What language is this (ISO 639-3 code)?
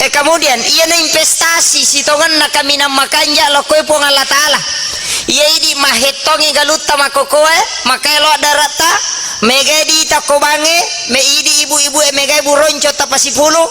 bug